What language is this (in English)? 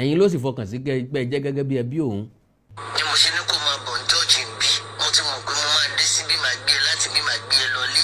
Yoruba